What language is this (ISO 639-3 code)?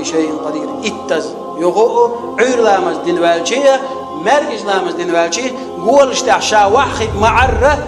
che